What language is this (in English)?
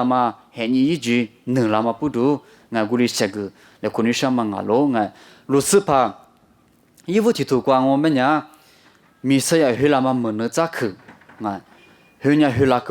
Lisu